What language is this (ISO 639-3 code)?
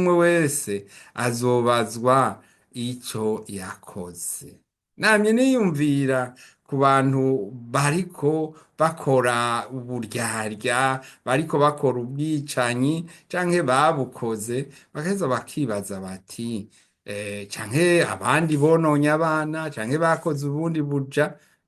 run